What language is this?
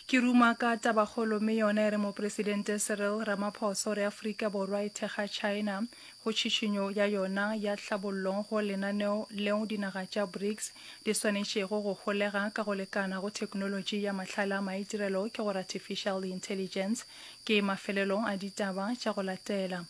Northern Sotho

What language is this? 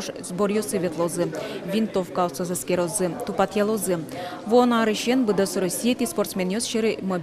Udmurt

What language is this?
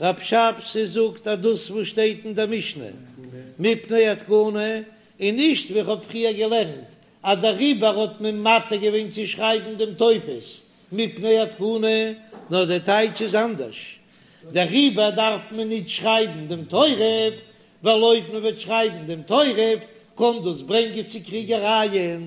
Yiddish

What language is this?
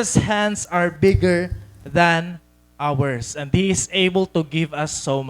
Waray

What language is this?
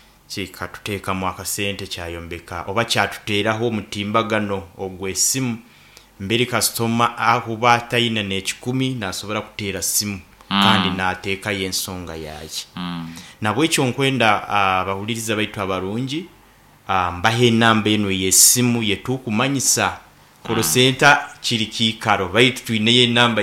Nyankole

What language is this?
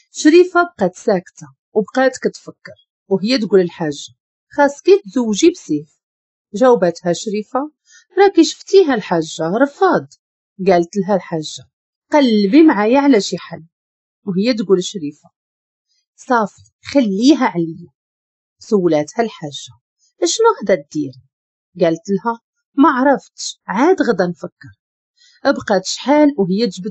Moroccan Arabic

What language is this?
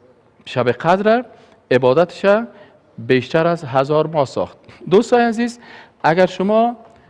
Persian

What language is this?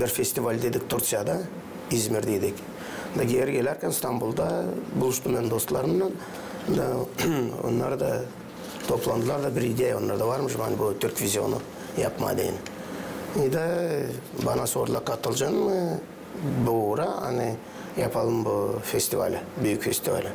Gagauz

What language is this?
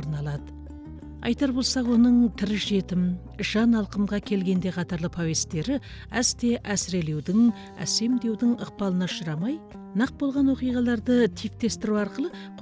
Kazakh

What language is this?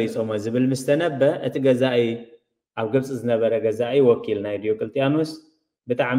Tigrinya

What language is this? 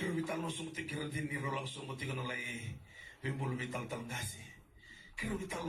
Fijian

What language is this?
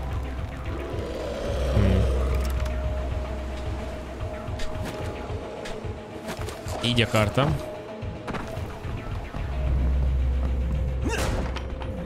Hungarian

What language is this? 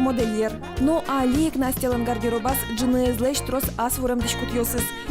Udmurt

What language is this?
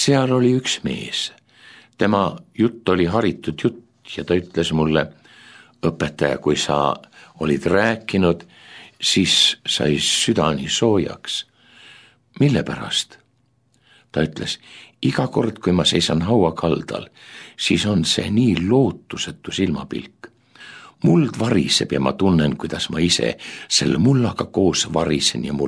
Estonian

